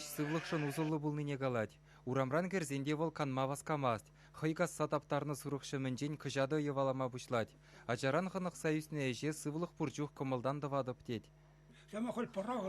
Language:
Chuvash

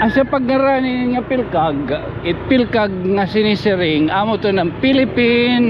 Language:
Waray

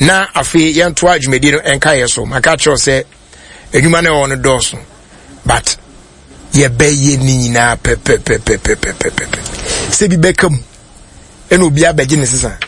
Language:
Akan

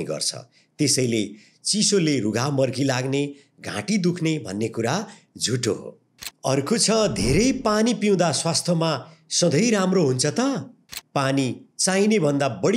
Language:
Nepali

